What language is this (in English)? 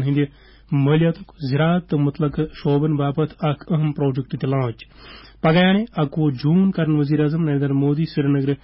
Kashmiri